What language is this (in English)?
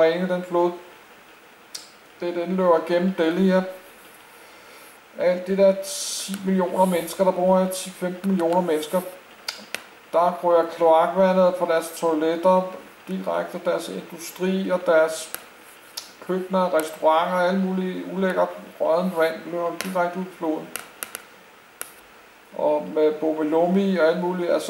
Danish